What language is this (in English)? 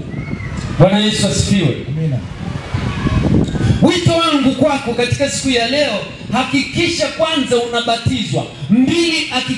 Swahili